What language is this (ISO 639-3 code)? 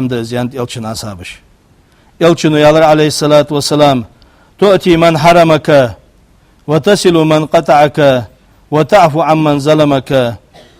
inh